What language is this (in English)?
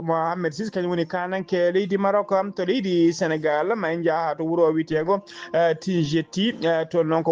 Fula